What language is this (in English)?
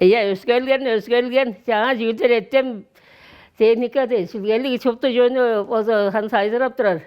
Tuvinian